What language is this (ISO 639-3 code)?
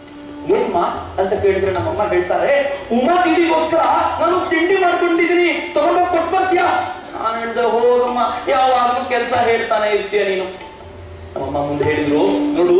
kan